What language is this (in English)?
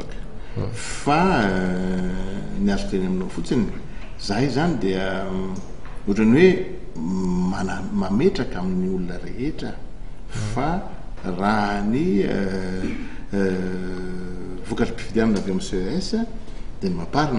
Malagasy